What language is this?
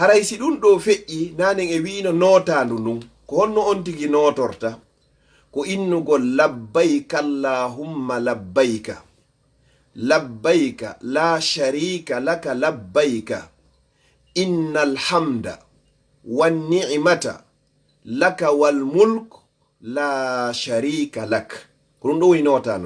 Fula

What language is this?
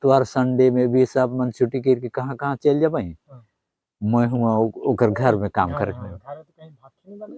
Sadri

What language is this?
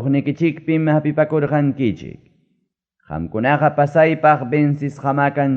Ayacucho Quechua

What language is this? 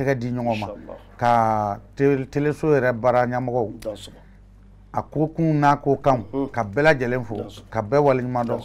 Bambara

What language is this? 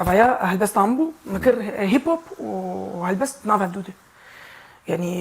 Kurdish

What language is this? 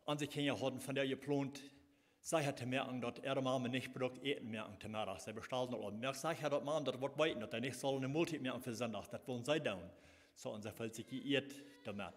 Plautdietsch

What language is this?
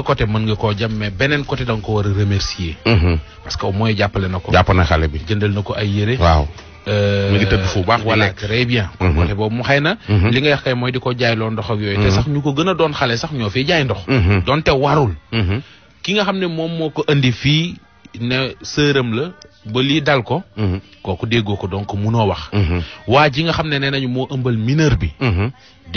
Wolof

